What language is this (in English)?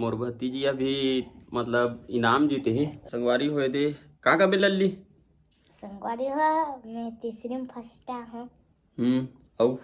Chhattisgarhi